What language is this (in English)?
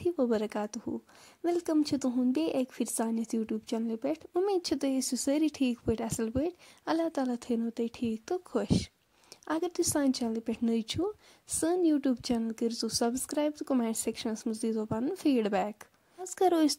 Kashmiri